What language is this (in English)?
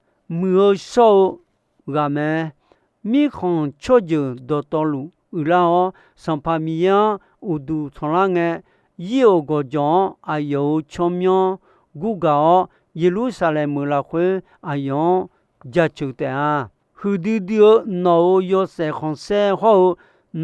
Akha